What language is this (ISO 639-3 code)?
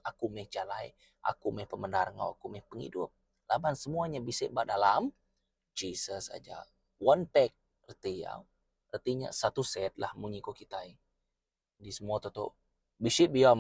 iba